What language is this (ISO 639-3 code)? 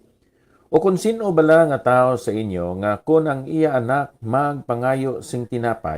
hil